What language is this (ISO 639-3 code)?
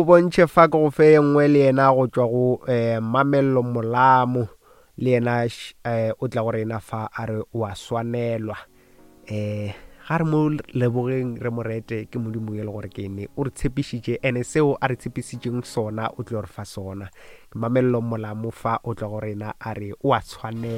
nso